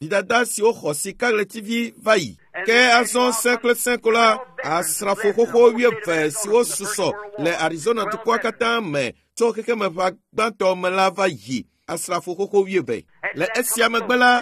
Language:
Ewe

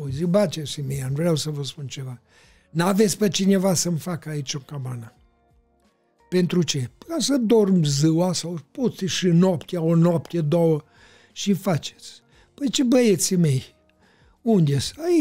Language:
Romanian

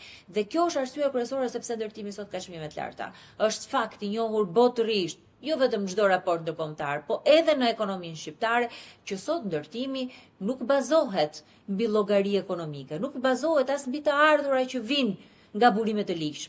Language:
Albanian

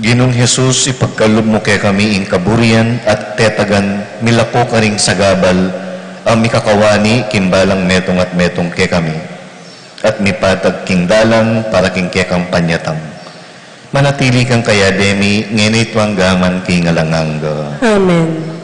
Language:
Pampanga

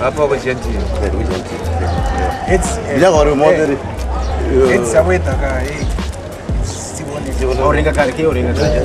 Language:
Venda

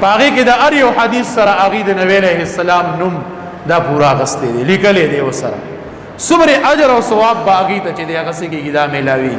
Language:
Pashto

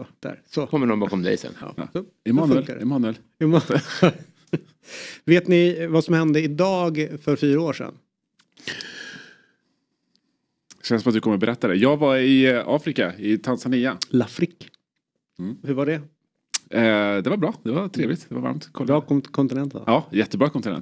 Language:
Swedish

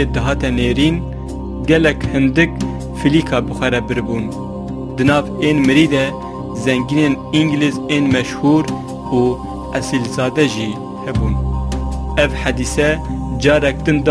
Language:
Kurdish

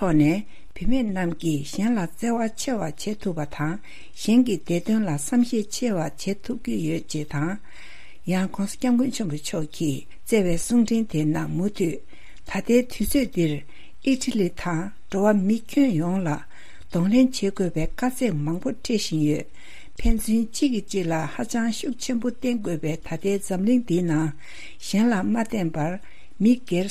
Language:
Tibetan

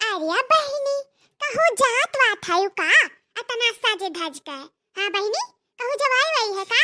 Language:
Awadhi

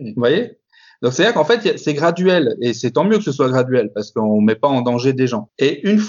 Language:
French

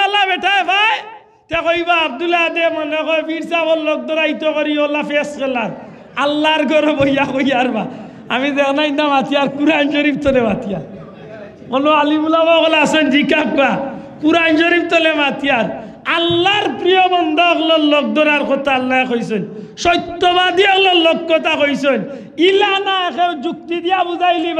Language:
Sylheti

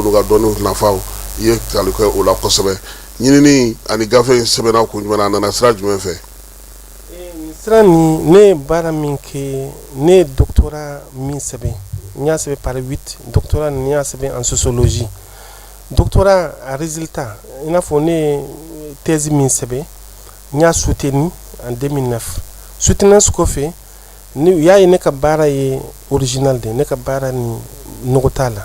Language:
Bambara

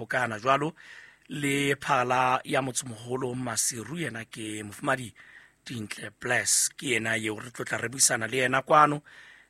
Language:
Southern Sotho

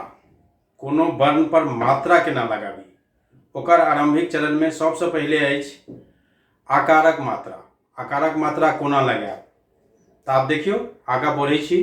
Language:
Maithili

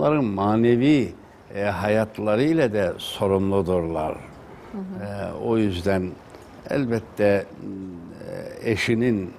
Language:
Turkish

